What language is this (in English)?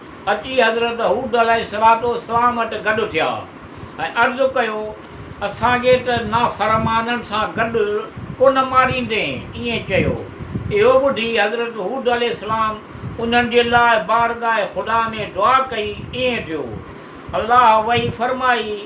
Sindhi